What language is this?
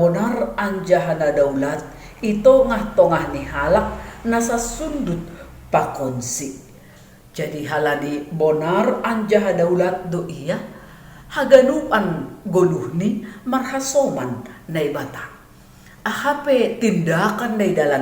Batak Simalungun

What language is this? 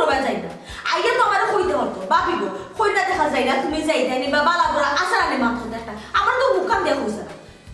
Sylheti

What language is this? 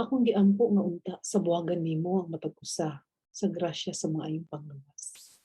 Cebuano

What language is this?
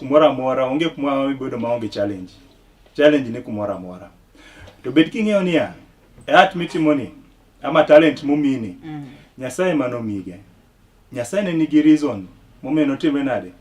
Luo (Kenya and Tanzania)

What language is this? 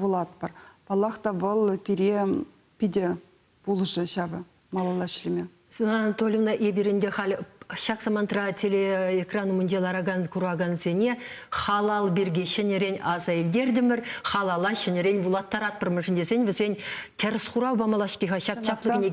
Chuvash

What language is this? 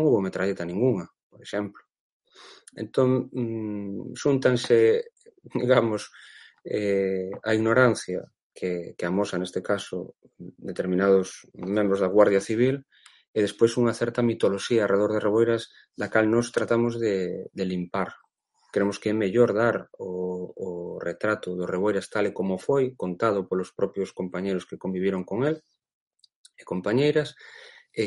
Galician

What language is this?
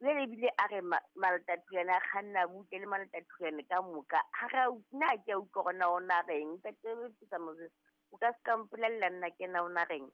Southern Sotho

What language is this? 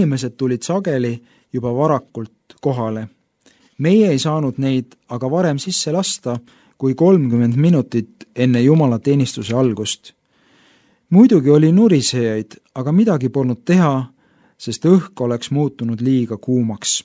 Estonian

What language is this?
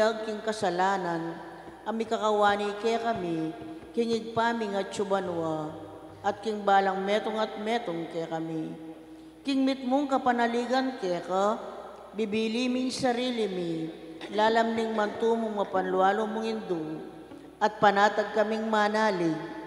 Pampanga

